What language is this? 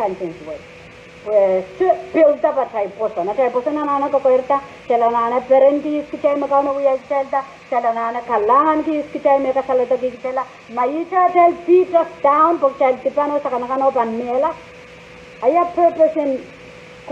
Pohnpeian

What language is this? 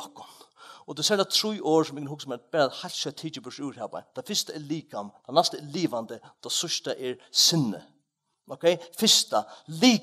Faroese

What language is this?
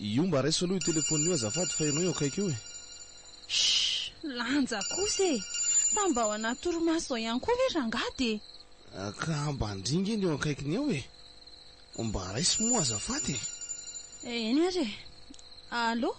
Malagasy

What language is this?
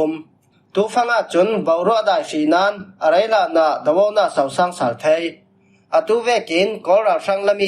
Falam Chin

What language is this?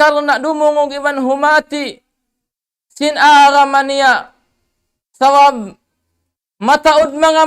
Tausug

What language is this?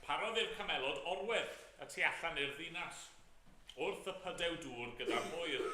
Welsh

